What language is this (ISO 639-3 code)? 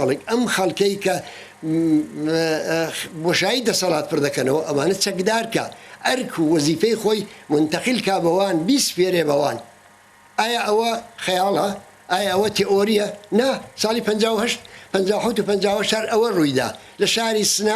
ckb